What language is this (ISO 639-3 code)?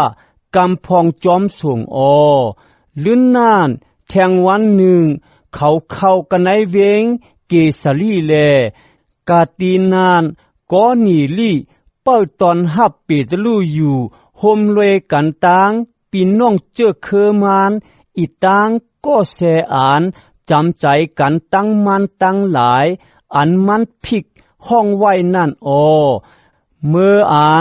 shn